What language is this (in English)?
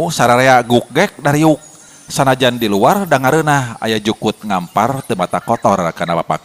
Sundanese